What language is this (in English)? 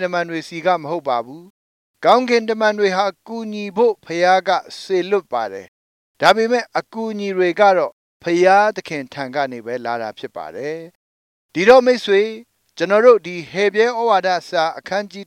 Burmese